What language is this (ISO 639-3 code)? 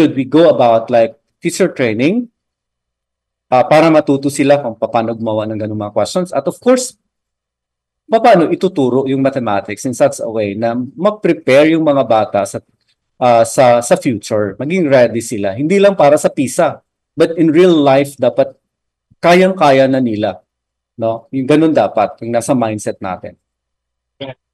fil